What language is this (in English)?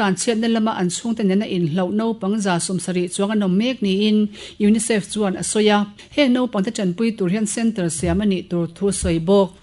Mizo